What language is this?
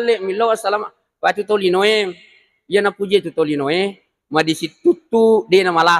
Buginese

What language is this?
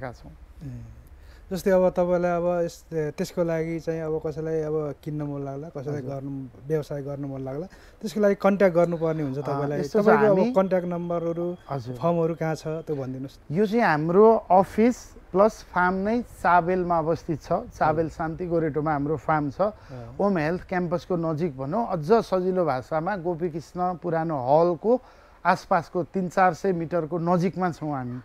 Nepali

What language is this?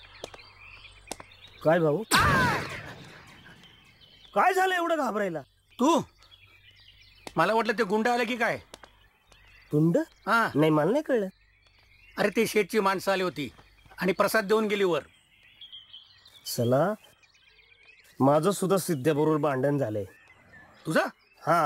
Marathi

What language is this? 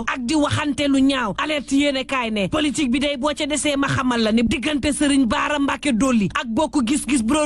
Wolof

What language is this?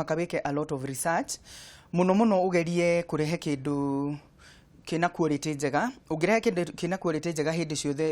Kikuyu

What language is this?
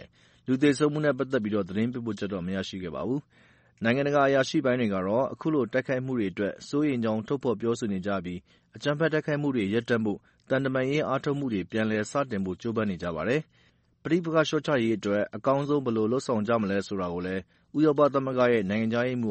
Burmese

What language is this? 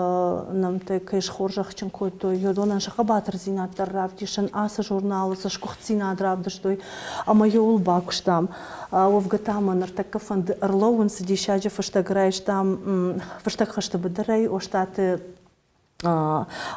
Ossetic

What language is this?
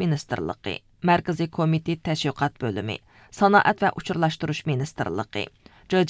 Uyghur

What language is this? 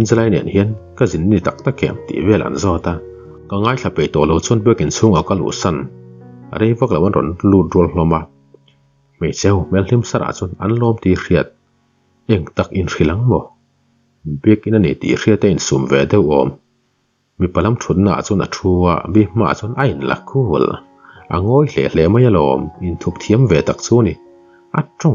Mizo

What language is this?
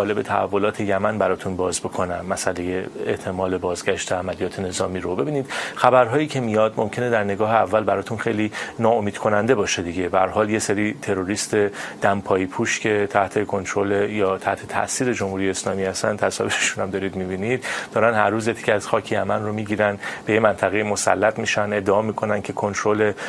Persian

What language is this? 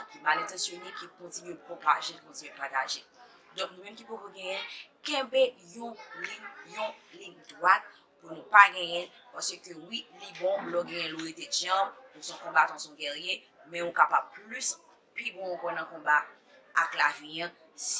Haitian Creole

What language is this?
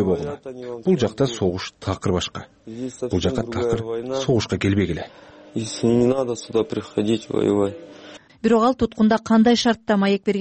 Kyrgyz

